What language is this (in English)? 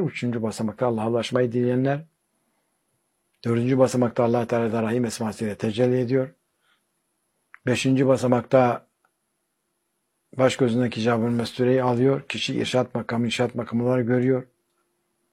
Turkish